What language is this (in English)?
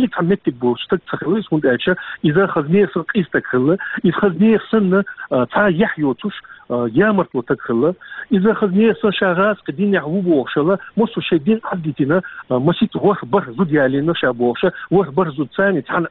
Chechen